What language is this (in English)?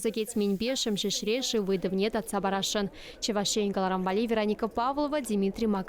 Chuvash